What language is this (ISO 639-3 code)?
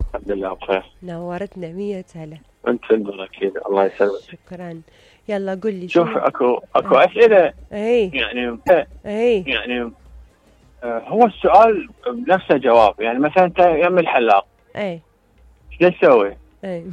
acm